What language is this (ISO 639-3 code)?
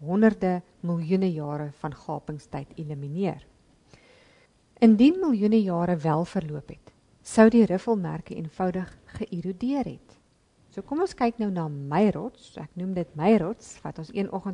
afr